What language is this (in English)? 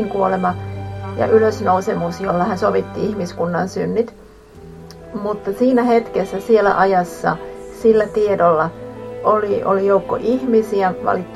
Finnish